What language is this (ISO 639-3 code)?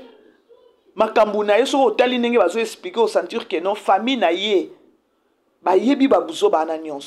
lin